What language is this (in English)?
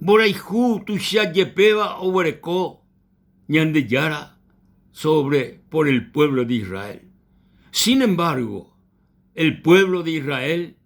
Guarani